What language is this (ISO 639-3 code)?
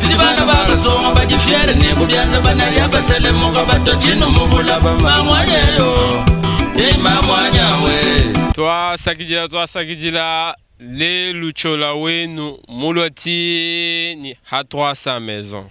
lua